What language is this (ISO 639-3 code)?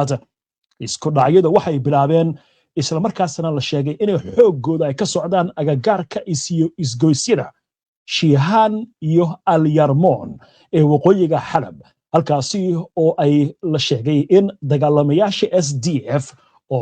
som